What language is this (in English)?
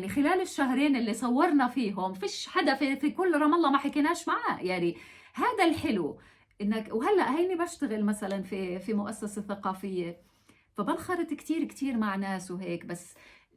North Levantine Arabic